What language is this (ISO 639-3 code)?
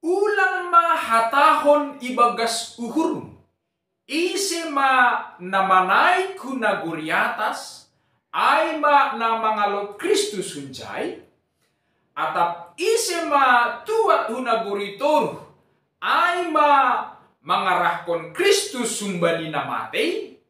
bts